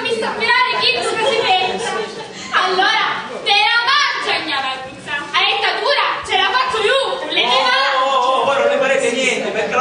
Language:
Sicilian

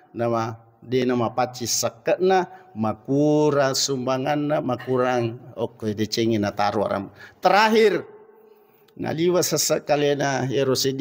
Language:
Buginese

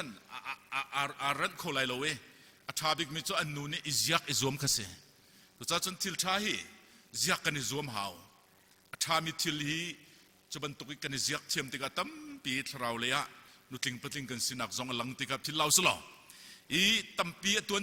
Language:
Hakha Chin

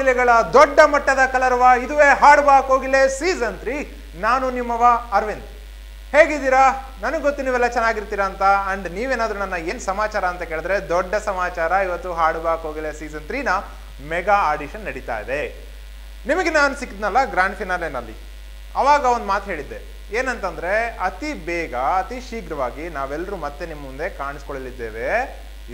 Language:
Kannada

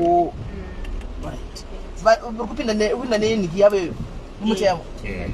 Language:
Shona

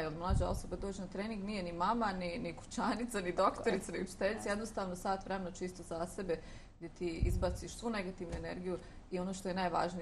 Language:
Bosnian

